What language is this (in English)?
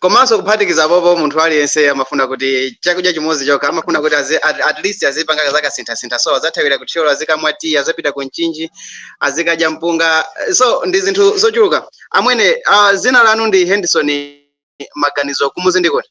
Nyanja